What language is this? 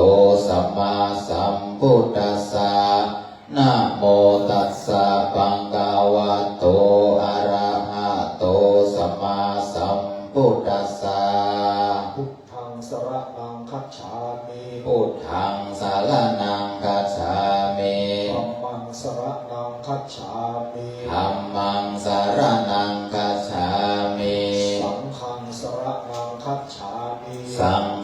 Pali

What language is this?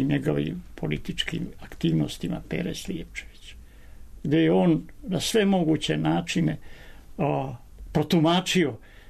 Serbian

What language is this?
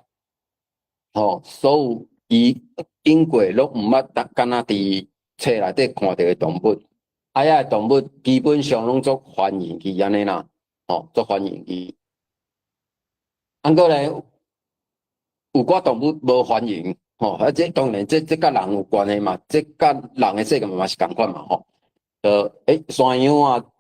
Min Nan Chinese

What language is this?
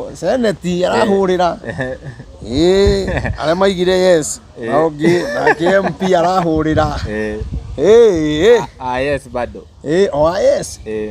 Kikuyu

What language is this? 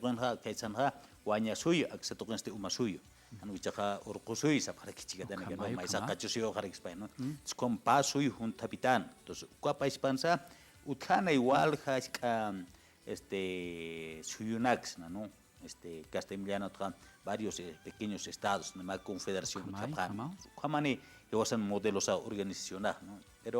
Aymara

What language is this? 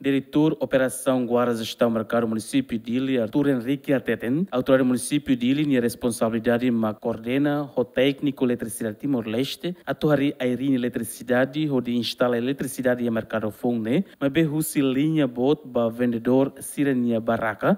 Tetum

